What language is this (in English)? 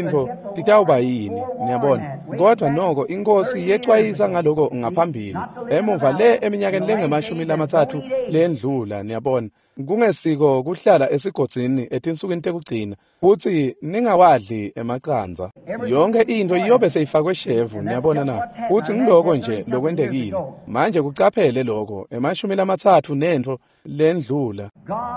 Swati